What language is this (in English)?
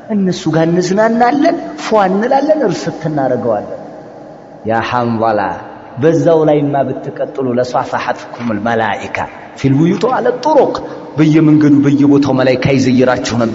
Amharic